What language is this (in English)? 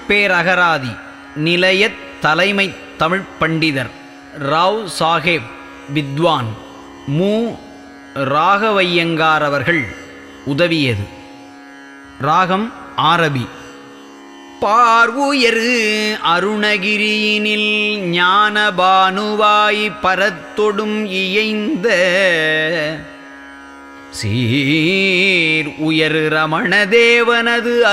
Tamil